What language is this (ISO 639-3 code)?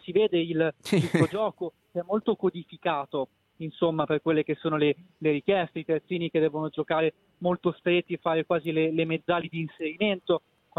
ita